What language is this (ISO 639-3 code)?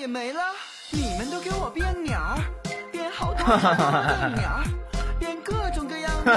zho